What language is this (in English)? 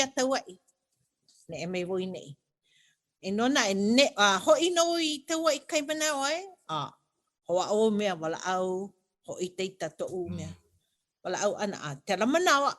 Hawaiian